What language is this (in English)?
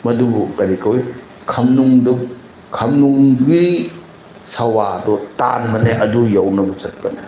Manipuri